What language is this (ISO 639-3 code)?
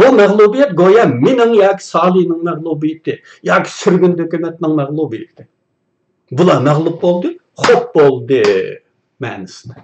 uig